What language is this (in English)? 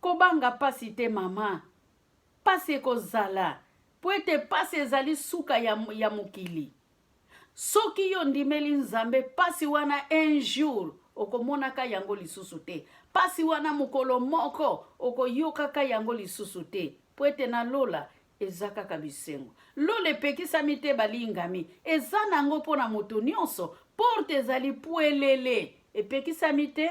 Lingala